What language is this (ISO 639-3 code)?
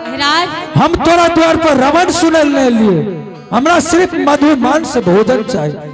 anp